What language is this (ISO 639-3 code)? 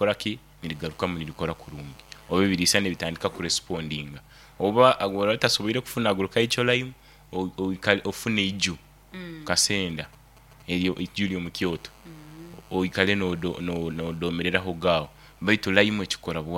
nyo